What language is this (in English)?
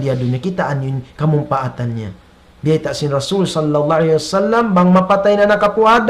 Tausug